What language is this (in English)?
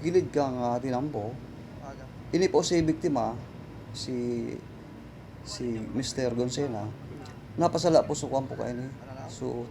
Bikol